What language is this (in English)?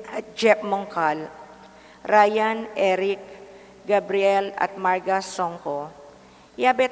Pampanga